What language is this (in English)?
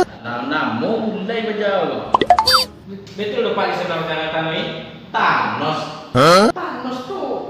Minangkabau